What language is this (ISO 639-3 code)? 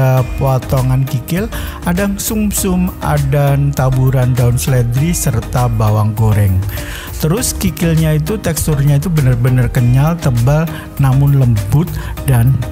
ind